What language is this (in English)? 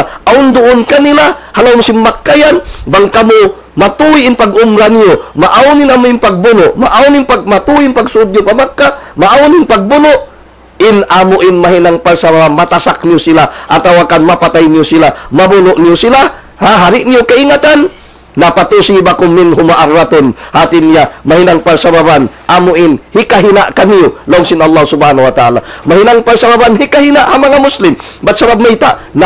Tausug